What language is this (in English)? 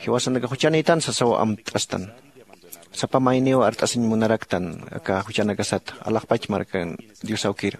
Aymara